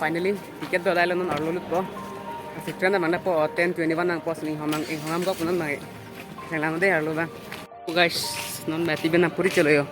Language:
Karbi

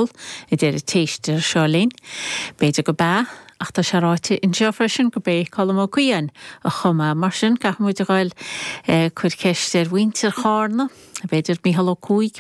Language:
Irish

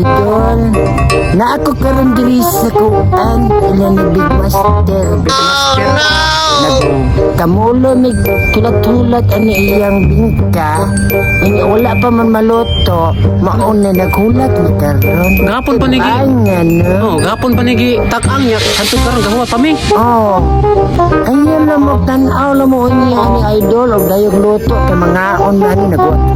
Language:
Cebuano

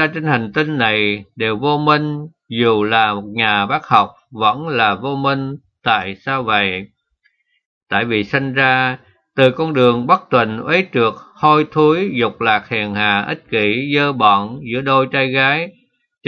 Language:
Vietnamese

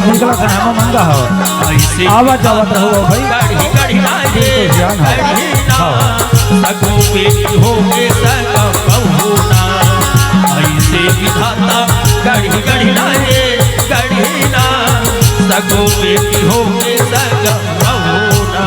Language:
Chhattisgarhi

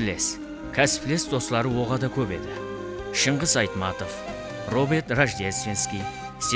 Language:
Kara-Kalpak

